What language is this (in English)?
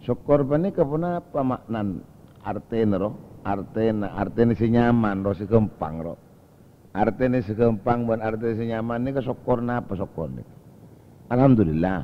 Madurese